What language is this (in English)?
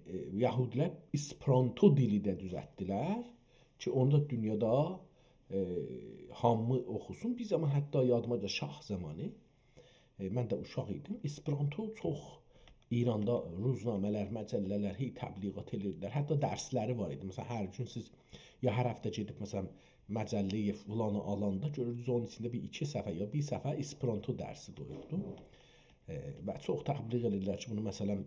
South Azerbaijani